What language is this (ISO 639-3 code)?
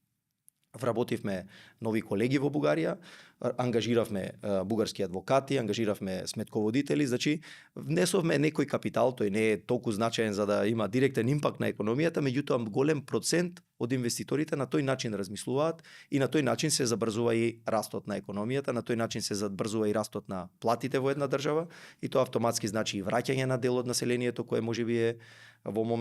mkd